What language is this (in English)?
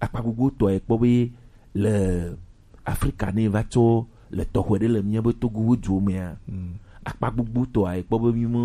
Gen